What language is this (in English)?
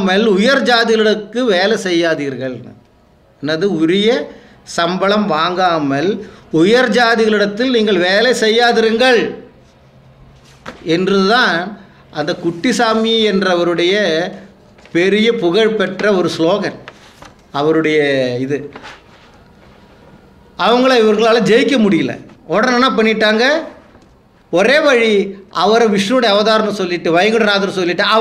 Tamil